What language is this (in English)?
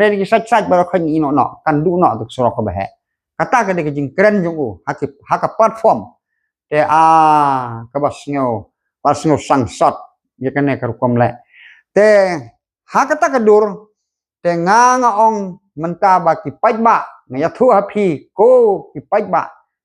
Khasi